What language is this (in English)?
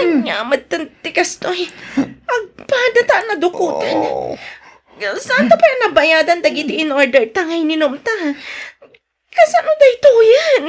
Iloko